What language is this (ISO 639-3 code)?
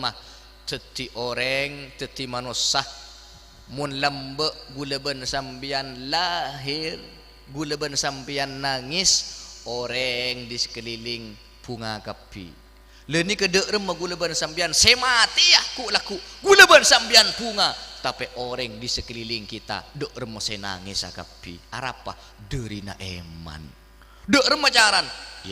mad